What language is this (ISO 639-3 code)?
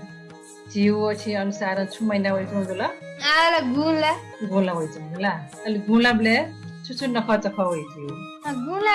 new